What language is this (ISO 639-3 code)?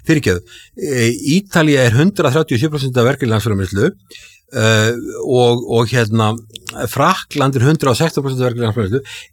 isl